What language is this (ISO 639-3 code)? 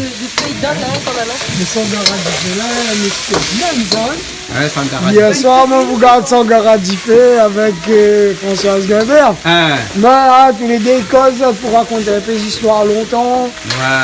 rcf